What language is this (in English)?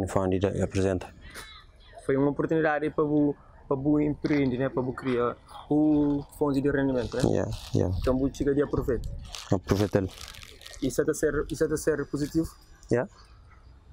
Kabuverdianu